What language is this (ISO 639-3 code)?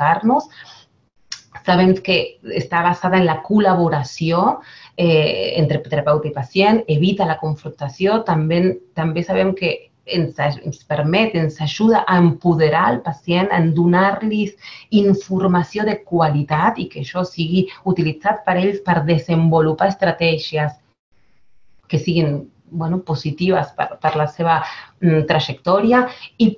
cat